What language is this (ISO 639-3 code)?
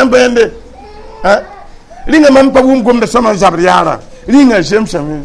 mos